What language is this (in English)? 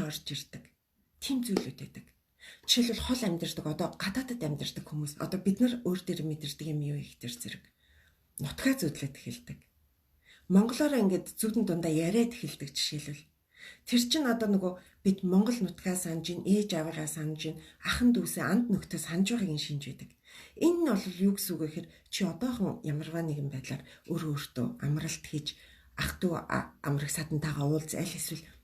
Mongolian